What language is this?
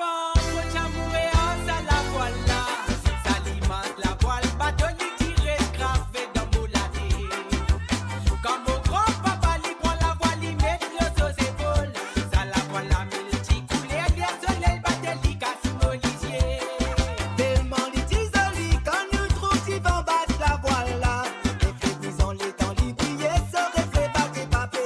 Morisyen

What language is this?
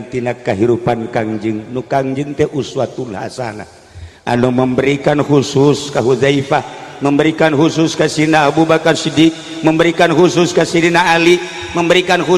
Sundanese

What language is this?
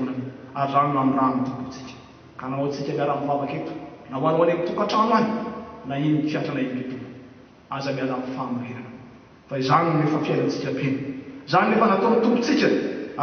Malagasy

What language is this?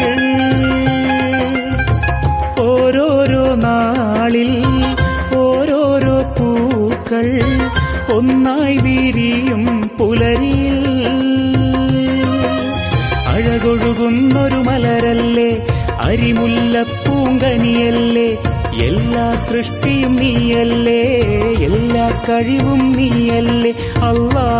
Malayalam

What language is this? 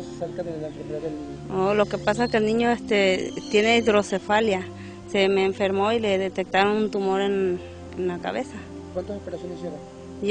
Spanish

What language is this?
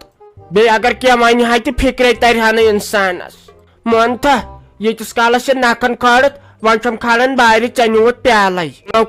Kashmiri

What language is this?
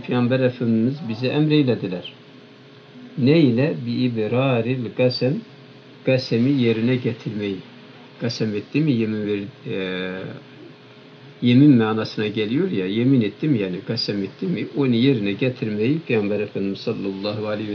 Turkish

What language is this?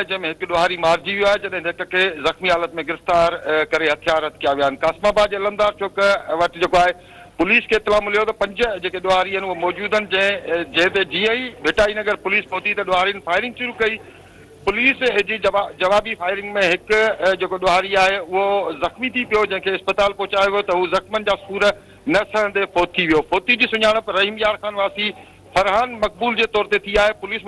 Sindhi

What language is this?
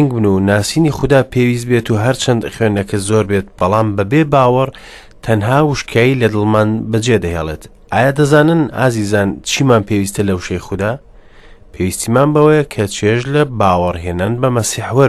Central Kurdish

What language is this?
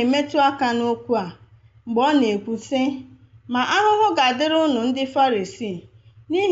Igbo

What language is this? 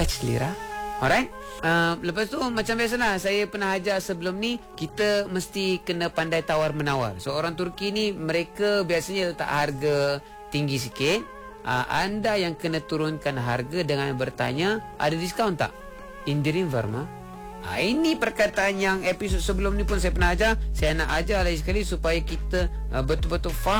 Malay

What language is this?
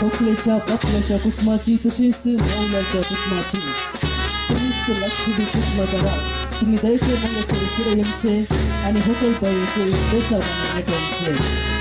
Konkani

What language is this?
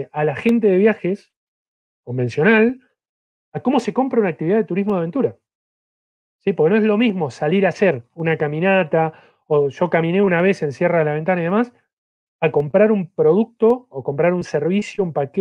Spanish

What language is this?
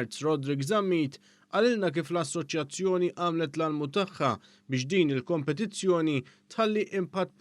Maltese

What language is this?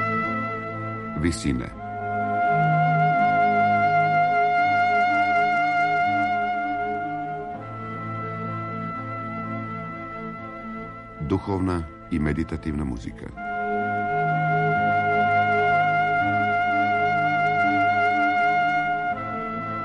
Serbian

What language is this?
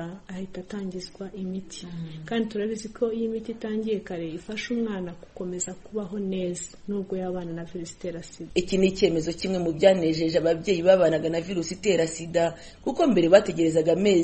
Kinyarwanda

